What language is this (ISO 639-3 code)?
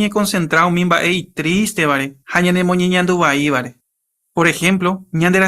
grn